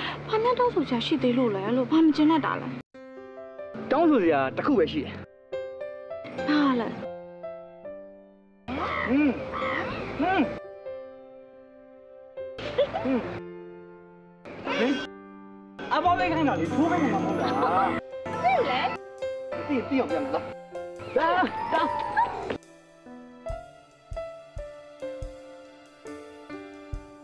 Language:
Burmese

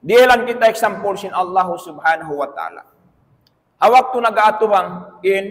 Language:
Tausug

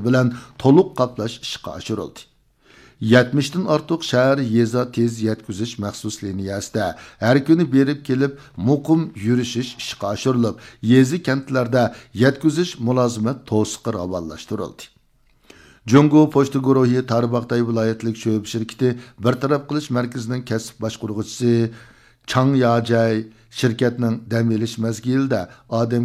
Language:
Uyghur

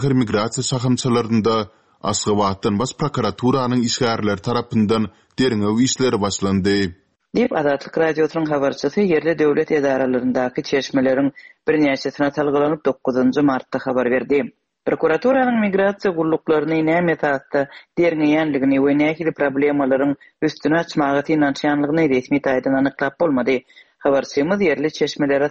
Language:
Turkmen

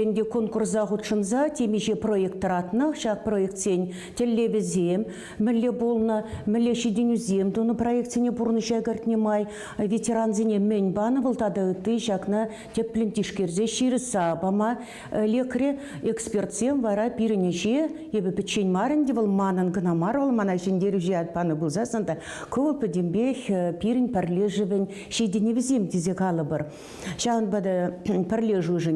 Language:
Chuvash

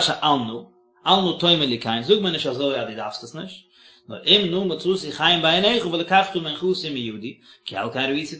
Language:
Yiddish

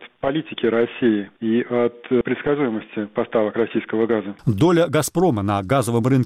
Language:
Russian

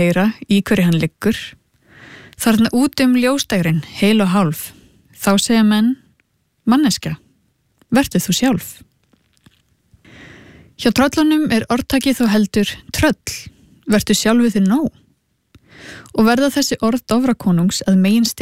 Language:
Icelandic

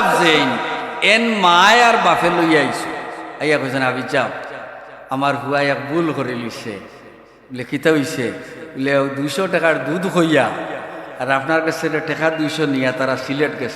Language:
Sylheti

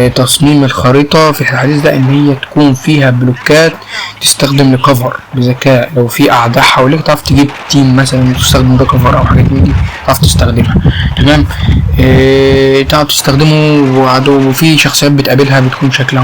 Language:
Egyptian Arabic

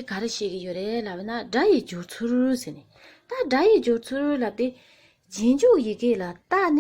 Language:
Tibetan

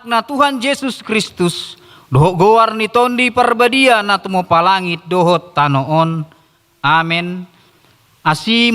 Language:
Batak Toba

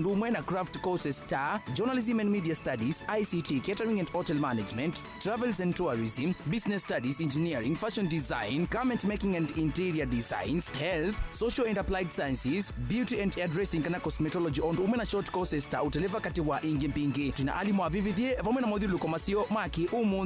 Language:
Kamba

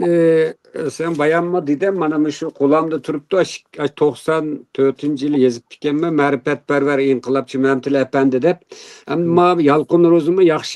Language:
Uyghur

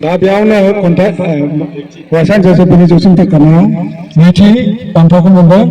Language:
Bodo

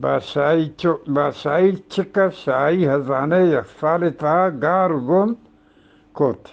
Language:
Eastern Balochi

